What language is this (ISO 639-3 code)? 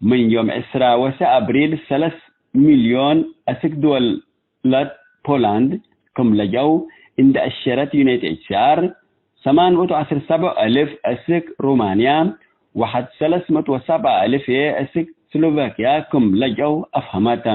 tig